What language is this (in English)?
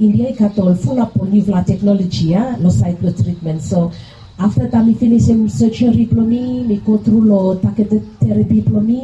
Bislama